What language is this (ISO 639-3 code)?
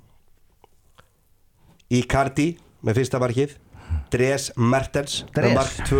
isl